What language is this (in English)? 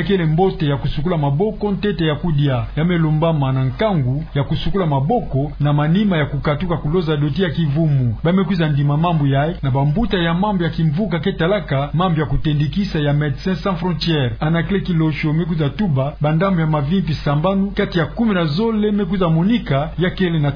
Kituba (Democratic Republic of Congo)